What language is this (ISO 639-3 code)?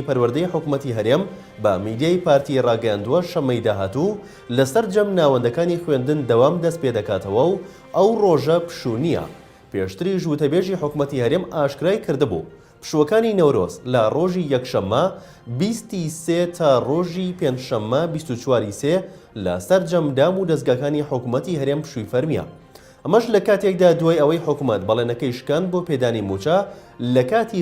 ckb